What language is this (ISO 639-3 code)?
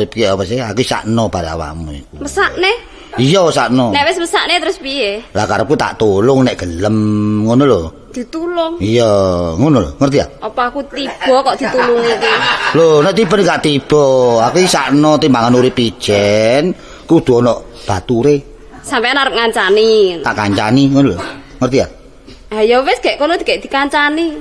jav